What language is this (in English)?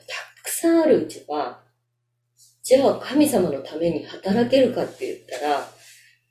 Japanese